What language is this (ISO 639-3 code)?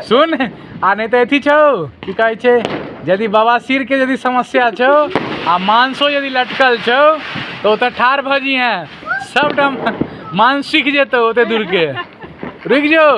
mai